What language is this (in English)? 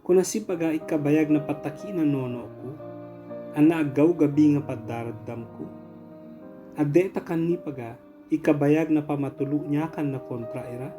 Ibanag